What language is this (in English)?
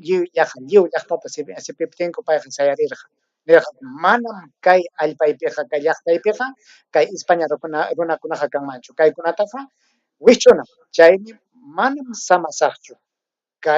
Ayacucho Quechua